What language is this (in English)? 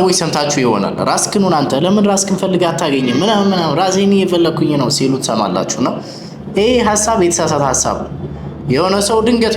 Amharic